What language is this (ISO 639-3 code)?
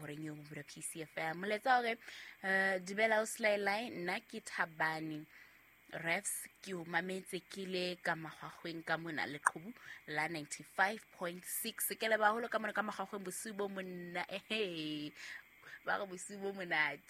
sot